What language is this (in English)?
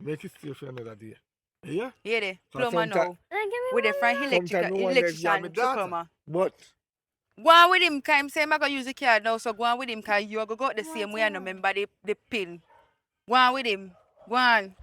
Jamaican Creole English